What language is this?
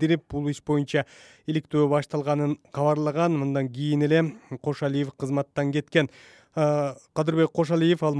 Kyrgyz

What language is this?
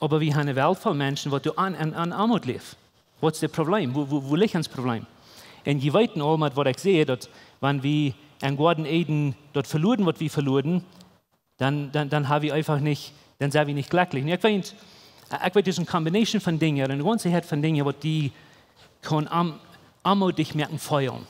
Plautdietsch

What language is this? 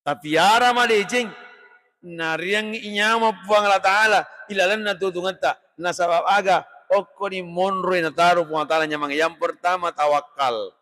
Buginese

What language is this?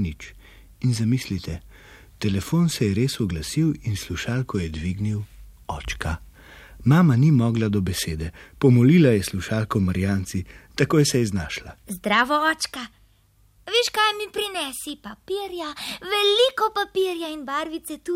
Slovenian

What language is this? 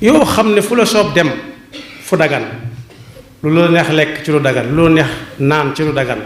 Wolof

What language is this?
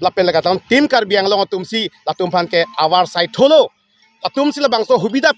Karbi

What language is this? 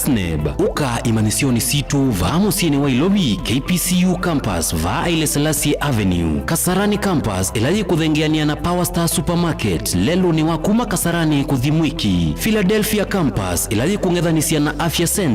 Kamba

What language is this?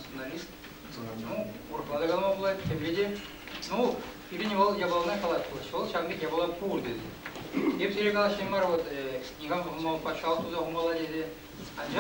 Chuvash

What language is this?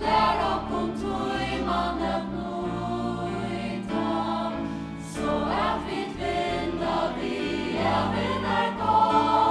Faroese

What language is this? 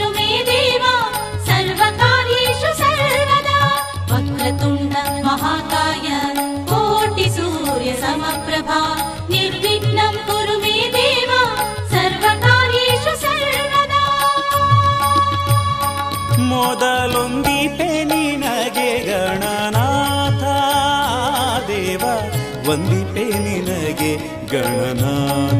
Kannada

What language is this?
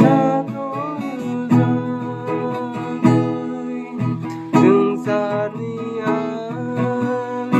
Kok Borok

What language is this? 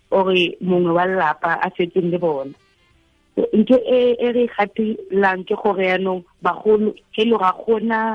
Tswana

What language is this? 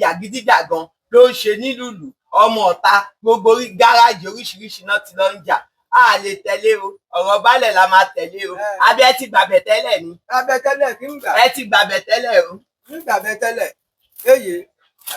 Yoruba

